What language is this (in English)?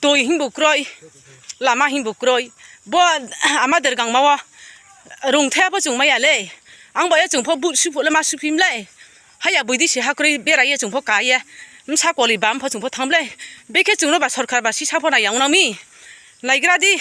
Riang (India)